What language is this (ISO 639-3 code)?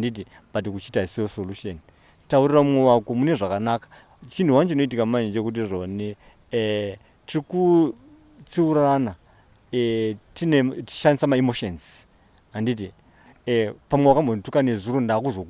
sna